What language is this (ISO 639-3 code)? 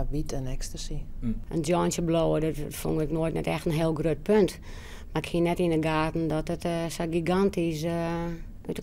fry